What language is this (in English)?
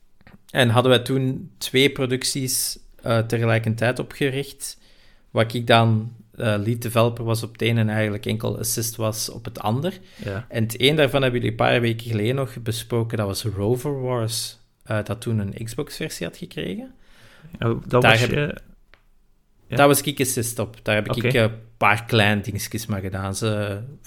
Dutch